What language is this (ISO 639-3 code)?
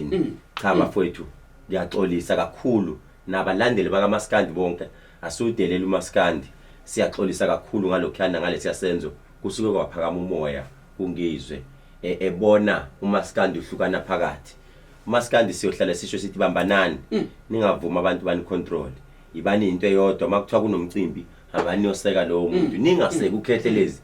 zul